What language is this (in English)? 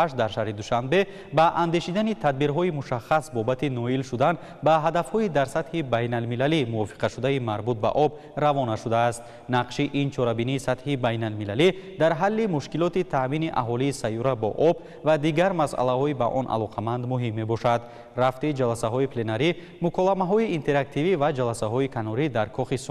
Tajik